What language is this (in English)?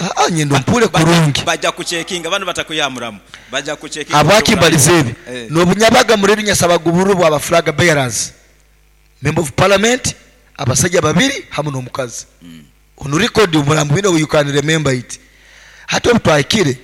Nyoro